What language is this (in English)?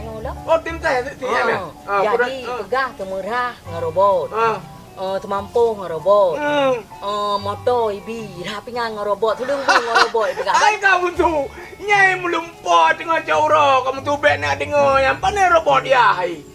Achinese